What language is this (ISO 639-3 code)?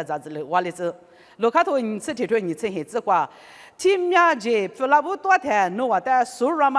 lis